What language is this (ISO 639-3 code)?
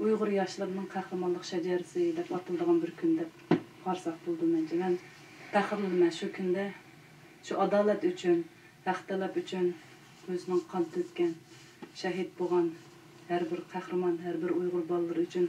uig